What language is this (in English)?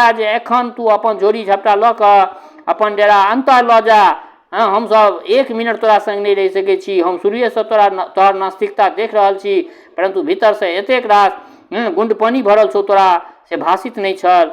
Maithili